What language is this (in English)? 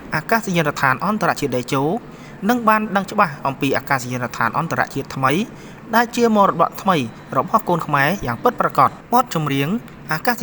Khmer